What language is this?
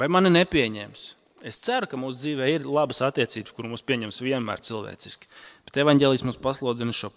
Latvian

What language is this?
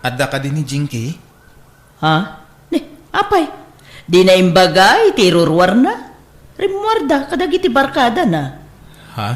Iloko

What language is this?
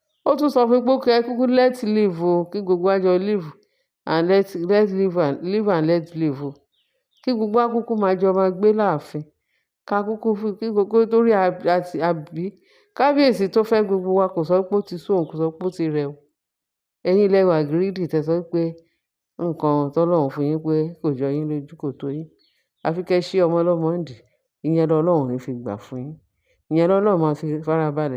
Yoruba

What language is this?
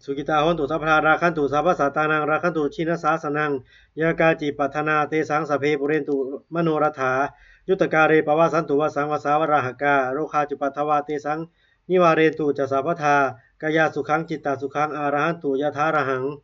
Pali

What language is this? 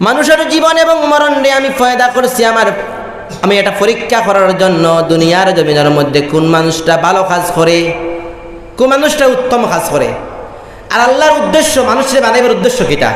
Sylheti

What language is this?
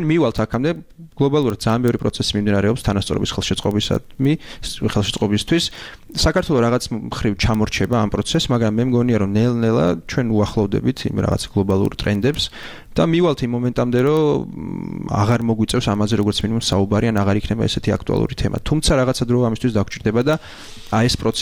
Georgian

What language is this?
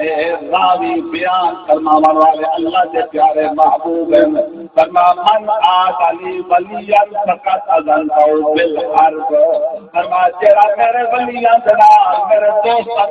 Saraiki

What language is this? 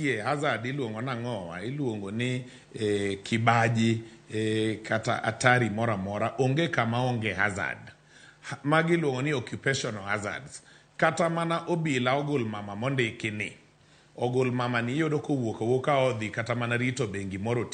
Luo (Kenya and Tanzania)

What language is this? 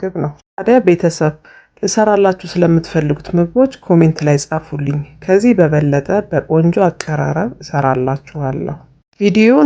Amharic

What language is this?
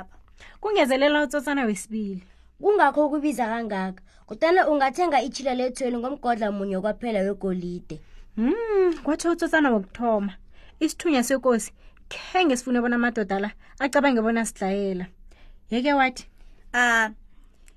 South Ndebele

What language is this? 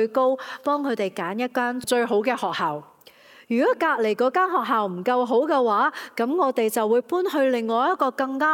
Cantonese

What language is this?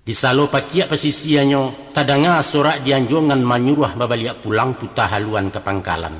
Minangkabau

